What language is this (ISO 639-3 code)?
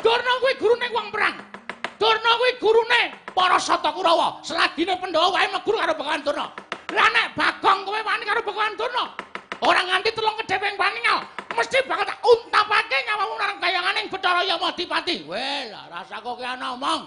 jav